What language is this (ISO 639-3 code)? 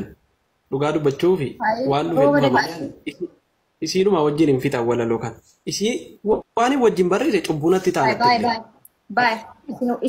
orm